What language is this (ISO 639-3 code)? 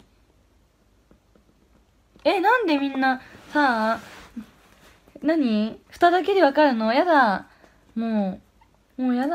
jpn